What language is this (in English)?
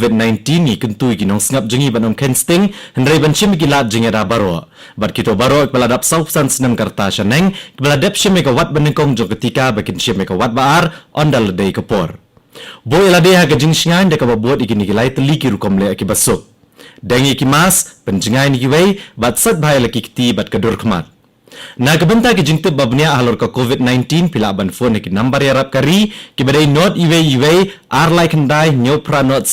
Khasi